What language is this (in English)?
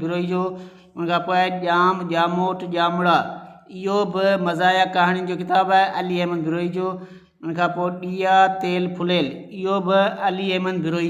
Sindhi